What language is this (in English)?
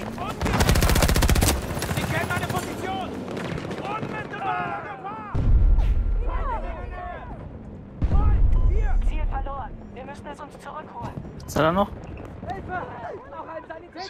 German